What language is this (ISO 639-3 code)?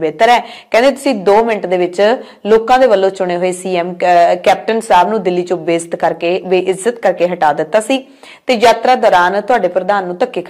pan